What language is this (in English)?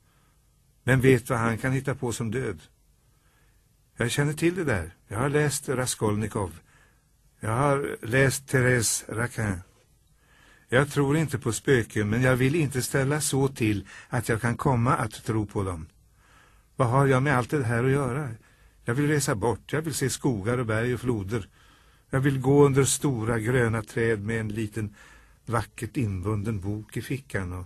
Swedish